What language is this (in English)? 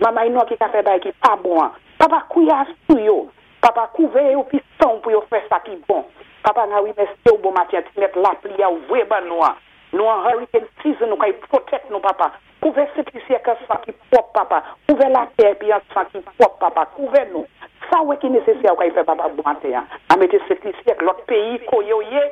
Saint Lucian Creole French